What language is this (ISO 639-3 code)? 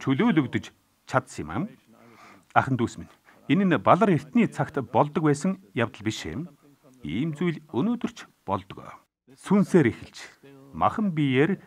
mon